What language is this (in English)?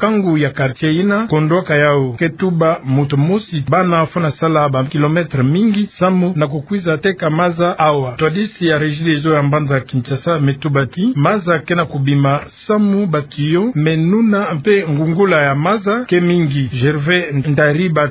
Kituba (Democratic Republic of Congo)